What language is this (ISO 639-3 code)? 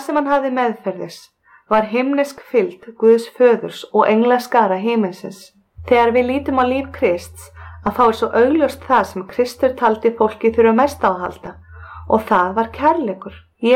isl